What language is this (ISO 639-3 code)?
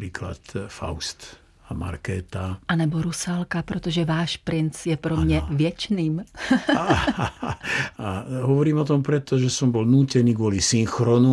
slk